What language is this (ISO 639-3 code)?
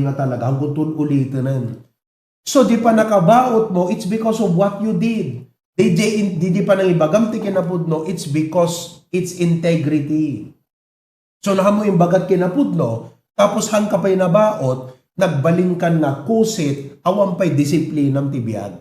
ilo